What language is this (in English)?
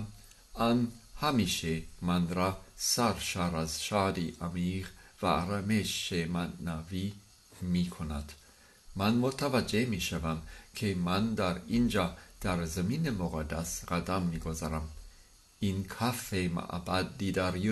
Persian